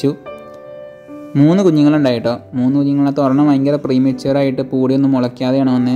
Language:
Malayalam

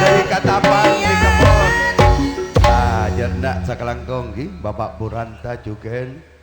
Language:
Madurese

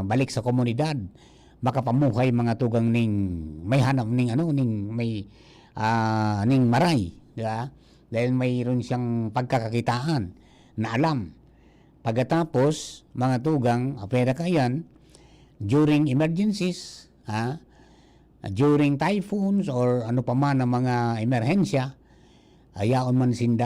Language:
Bikol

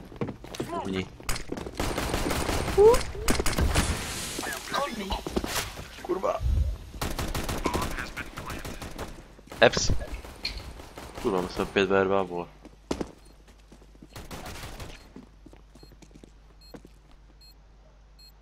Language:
Czech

